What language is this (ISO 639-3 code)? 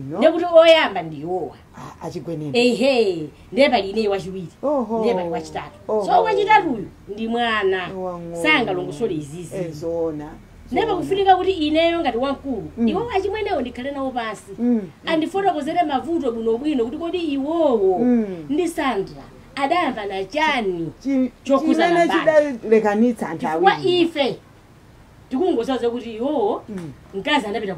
nya